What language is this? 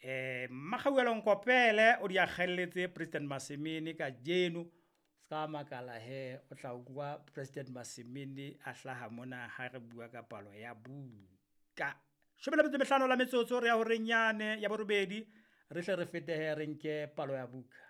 Southern Sotho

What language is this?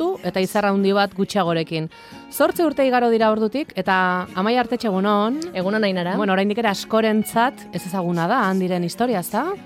Basque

